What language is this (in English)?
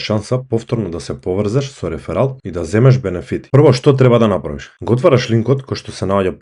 Macedonian